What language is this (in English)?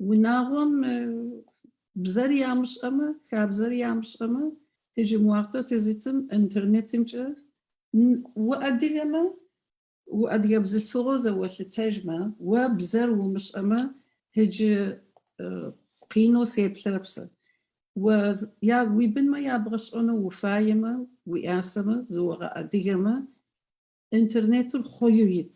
Adyghe